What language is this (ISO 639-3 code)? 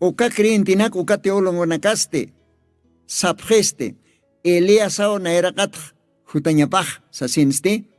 aym